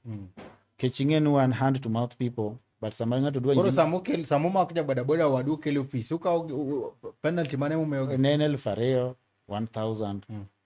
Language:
Luo (Kenya and Tanzania)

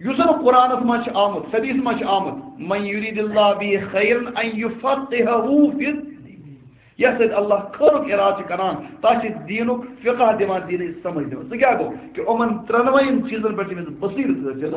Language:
Kashmiri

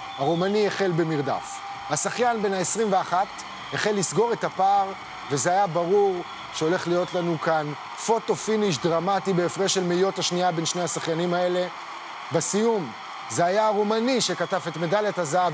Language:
Hebrew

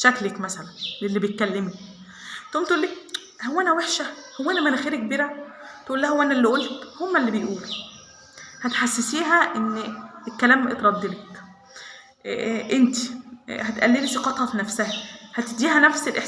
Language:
Egyptian Arabic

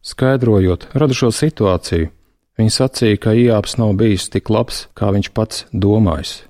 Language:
Latvian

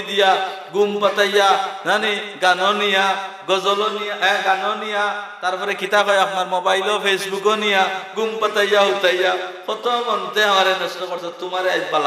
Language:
Sylheti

